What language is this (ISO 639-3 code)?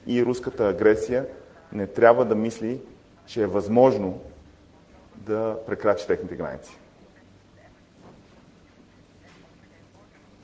bul